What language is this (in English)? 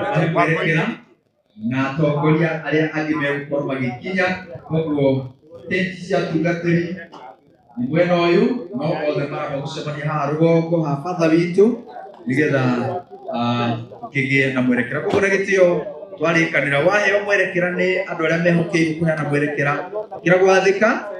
Kikuyu